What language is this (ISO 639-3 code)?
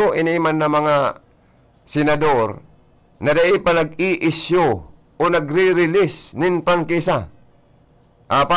bik